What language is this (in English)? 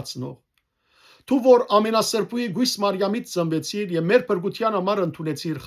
Western Armenian